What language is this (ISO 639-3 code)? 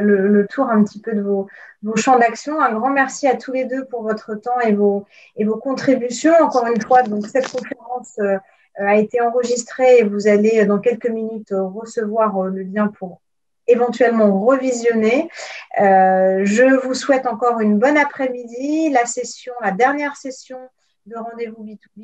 fra